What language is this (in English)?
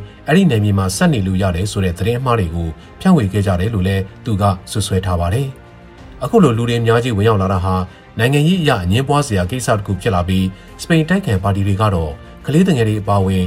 Burmese